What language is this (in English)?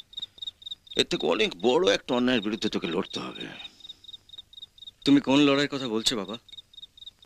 Bangla